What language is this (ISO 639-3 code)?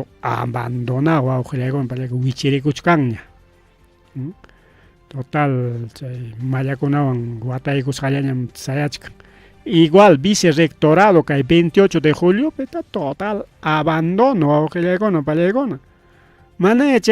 quy